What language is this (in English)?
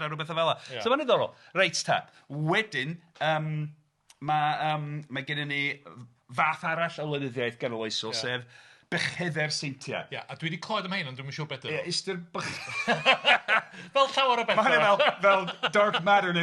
Welsh